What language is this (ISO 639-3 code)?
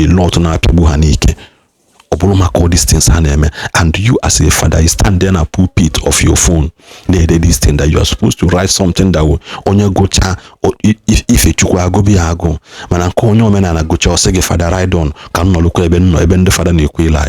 ibo